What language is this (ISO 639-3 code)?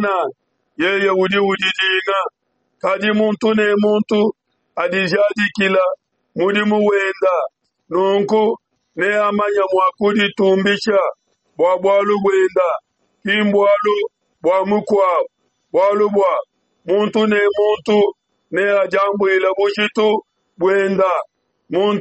lua